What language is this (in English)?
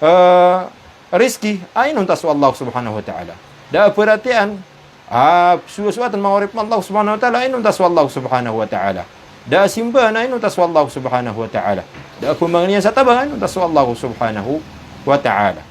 Maranao